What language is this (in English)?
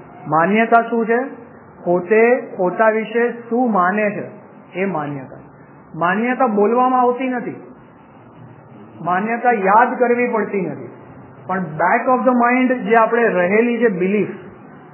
Gujarati